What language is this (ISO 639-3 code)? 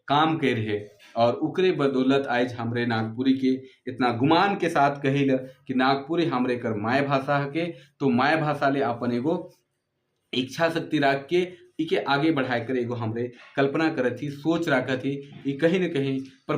sck